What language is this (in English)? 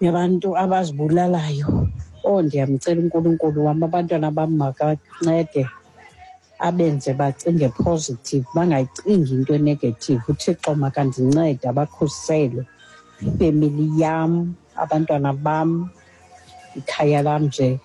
Xhosa